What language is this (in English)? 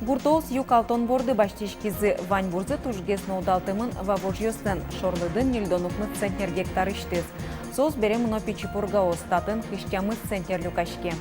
Udmurt